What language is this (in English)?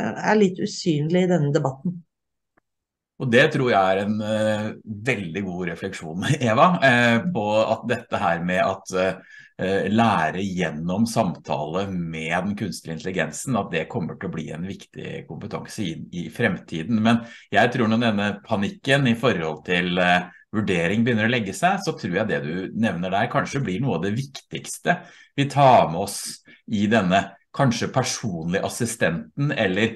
Norwegian